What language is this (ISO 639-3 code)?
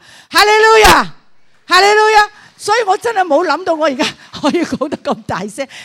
yue